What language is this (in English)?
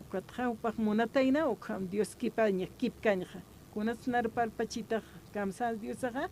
Aymara